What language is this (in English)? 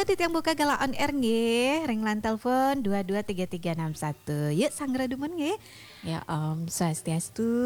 Balinese